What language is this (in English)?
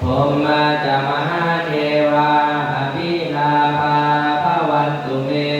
Pali